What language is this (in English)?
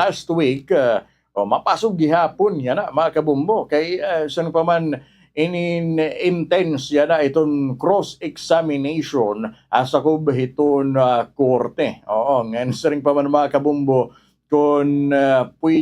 Waray